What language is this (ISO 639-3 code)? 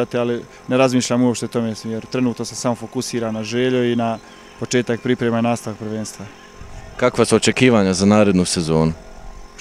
bos